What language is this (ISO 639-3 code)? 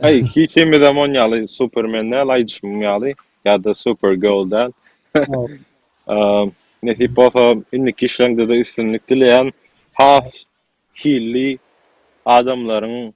tuk